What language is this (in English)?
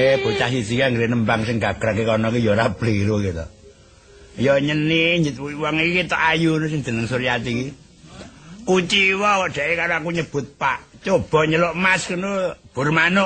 Javanese